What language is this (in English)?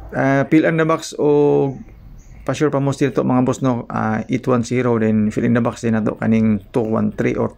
Cebuano